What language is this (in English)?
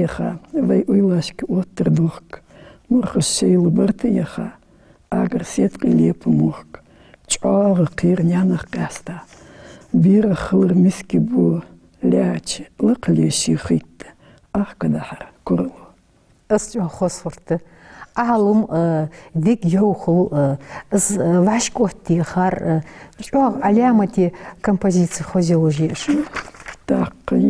Ingush